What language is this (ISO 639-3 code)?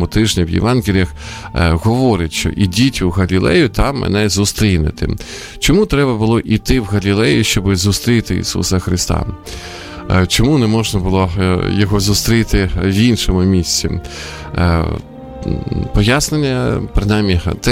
ukr